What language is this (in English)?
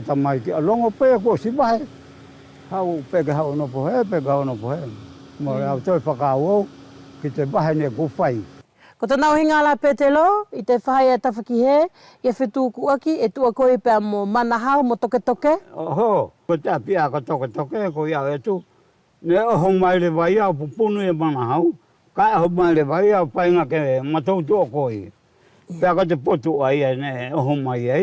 Wallisian